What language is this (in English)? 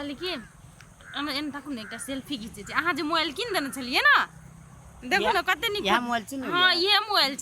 Maithili